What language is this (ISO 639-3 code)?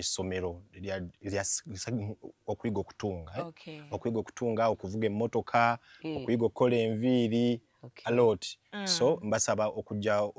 lug